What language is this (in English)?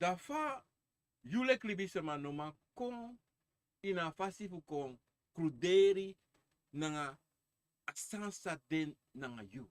Sranan Tongo